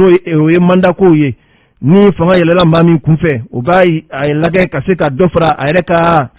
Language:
Bambara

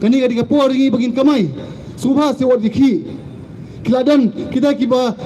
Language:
Khasi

